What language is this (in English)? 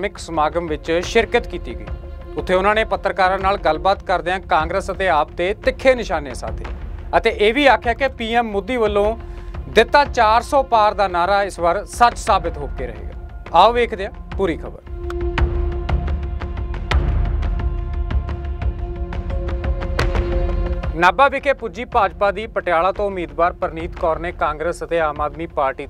Punjabi